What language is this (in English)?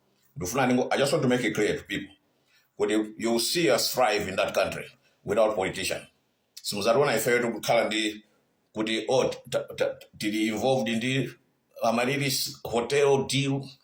Nyanja